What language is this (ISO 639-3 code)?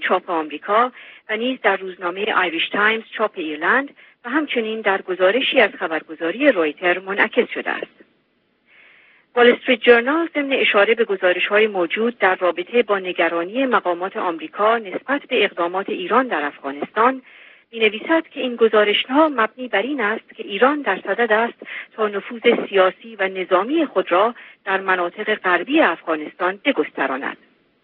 fas